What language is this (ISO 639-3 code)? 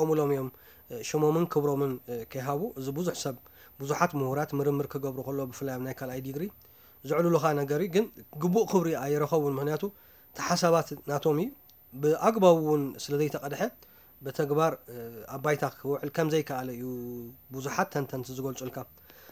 tir